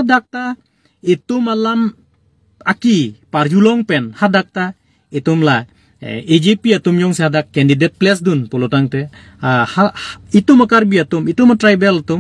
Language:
Karbi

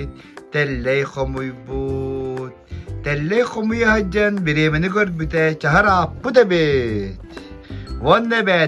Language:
Yakut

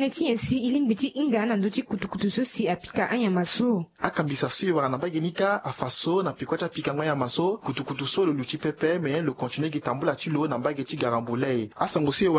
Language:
Sango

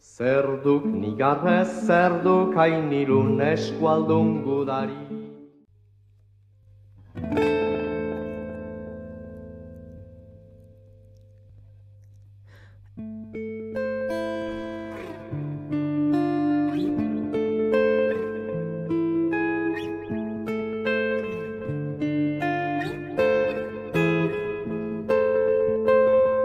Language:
Basque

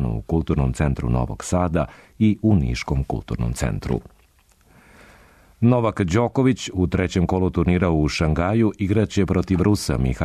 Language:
Serbian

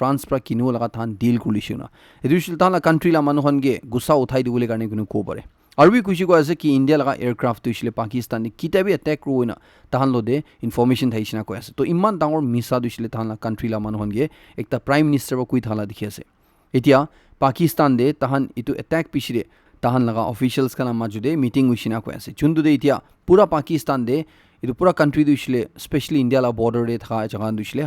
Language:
Naga Pidgin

